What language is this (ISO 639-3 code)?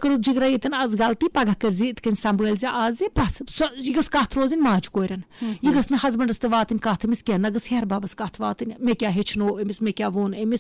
kas